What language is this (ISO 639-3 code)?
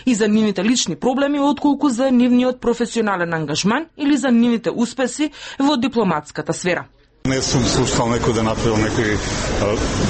mkd